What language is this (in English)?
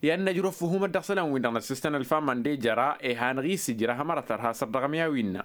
Tamasheq